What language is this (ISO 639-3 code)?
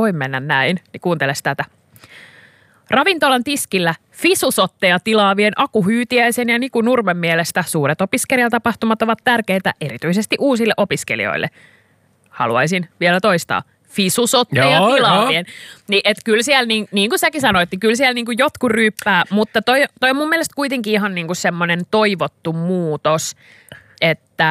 fin